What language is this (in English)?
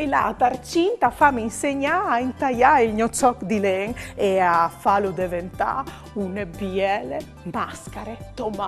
Friulian